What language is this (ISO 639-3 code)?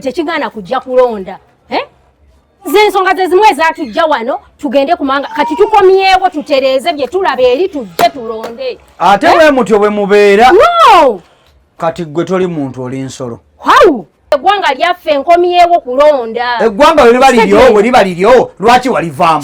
lug